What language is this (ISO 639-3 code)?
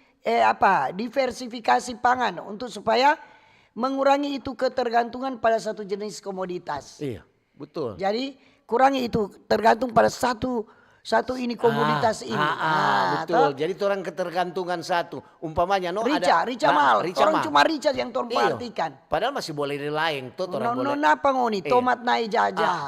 xmm